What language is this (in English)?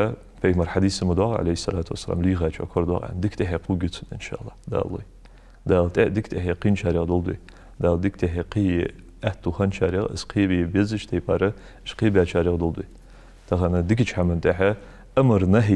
Ingush